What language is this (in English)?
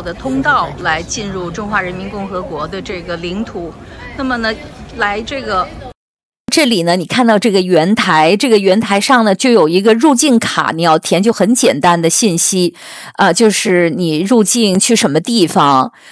Chinese